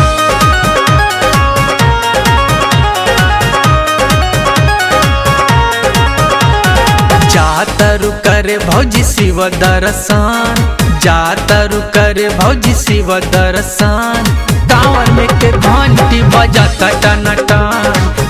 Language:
Bhojpuri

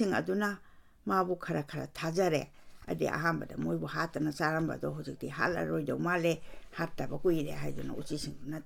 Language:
Manipuri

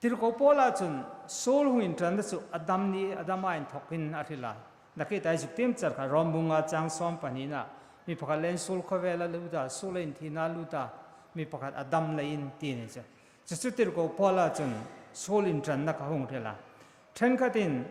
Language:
Hmar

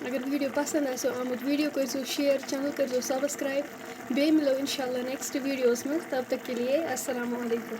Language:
Kashmiri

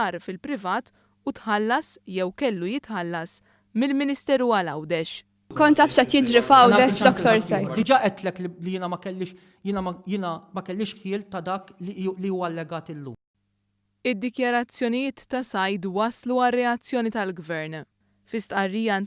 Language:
Maltese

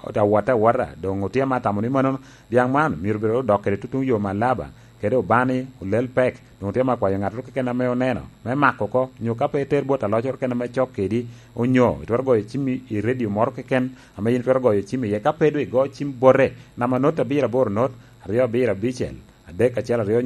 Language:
Lango (Uganda)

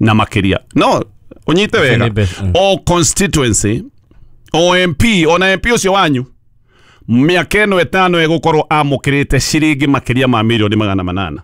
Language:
Kikuyu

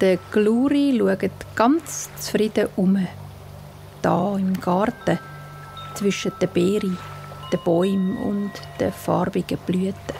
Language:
Swiss German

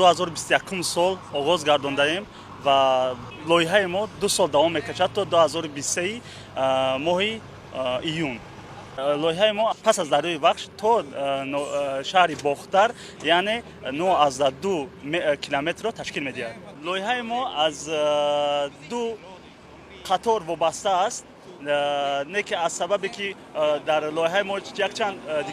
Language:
Tajik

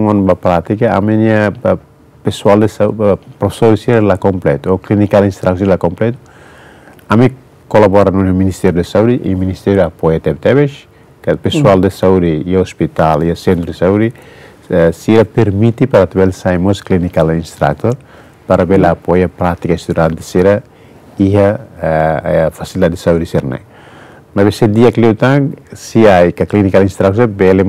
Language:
Tetum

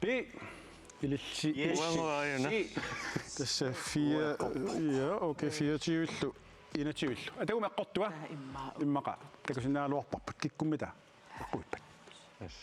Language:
Kalaallisut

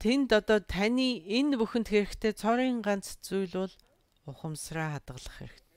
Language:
Mongolian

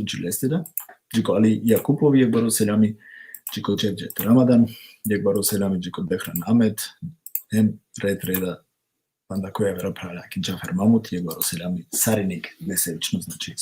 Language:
Balkan Romani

